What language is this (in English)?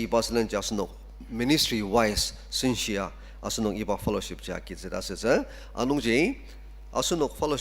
Ao Naga